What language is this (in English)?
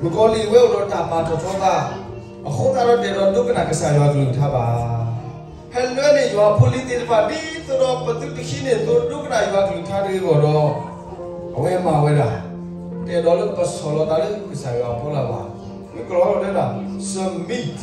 S'gaw Karen